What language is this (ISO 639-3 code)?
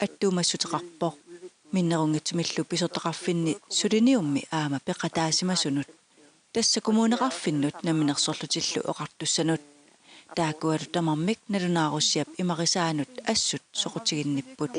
kal